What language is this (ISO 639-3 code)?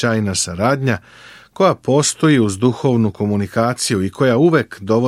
srp